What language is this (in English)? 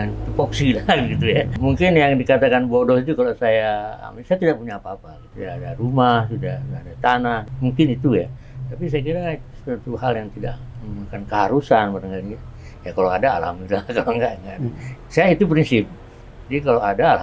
Indonesian